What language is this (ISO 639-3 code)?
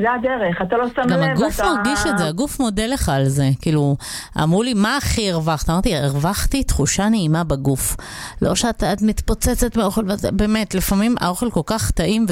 heb